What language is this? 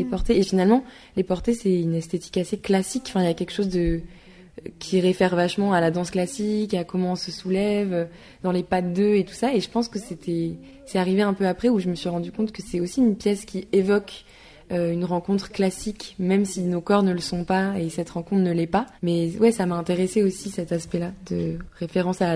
French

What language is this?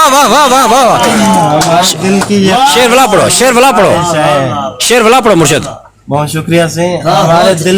Saraiki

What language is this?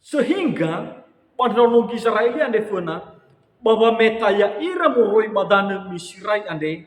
Nias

